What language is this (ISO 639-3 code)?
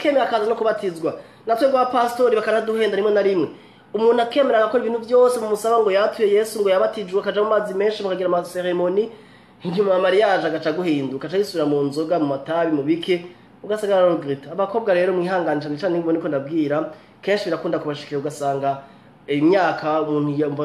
run